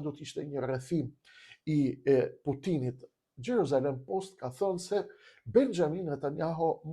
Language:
Albanian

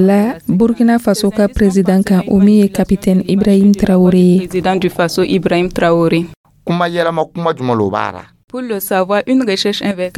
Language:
Dyula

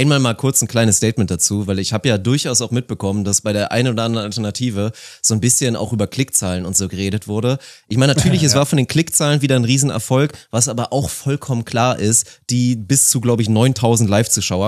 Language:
German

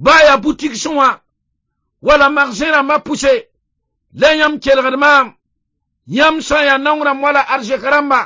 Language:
Mossi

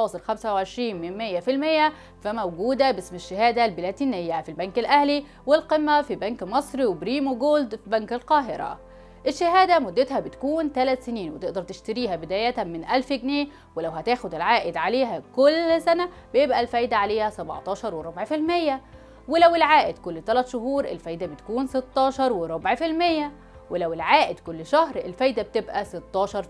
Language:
Egyptian Arabic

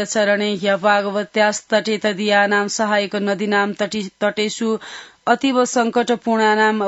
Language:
Sanskrit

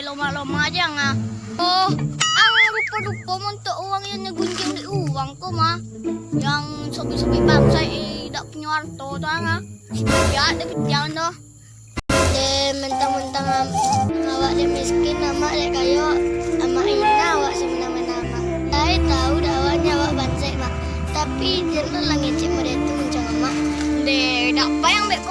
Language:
Minangkabau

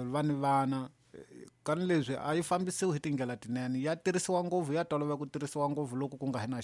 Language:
Tsonga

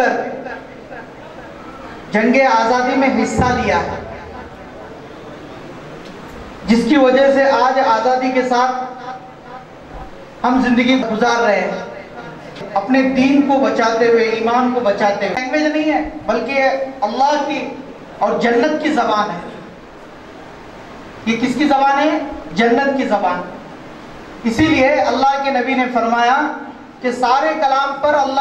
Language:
Urdu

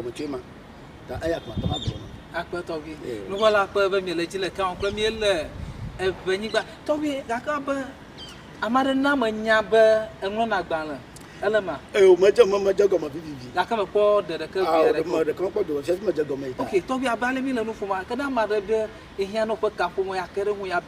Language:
Ewe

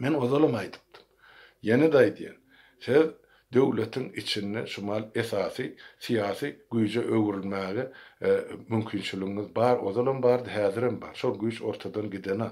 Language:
Turkmen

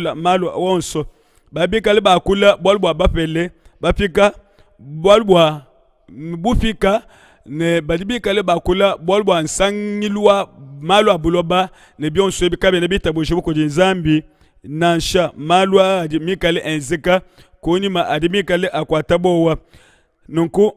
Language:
Luba-Lulua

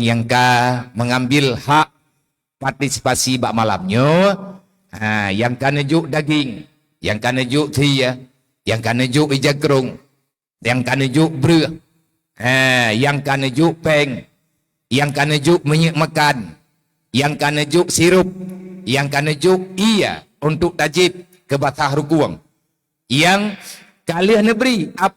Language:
Achinese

